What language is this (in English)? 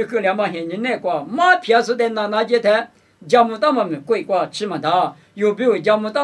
Lisu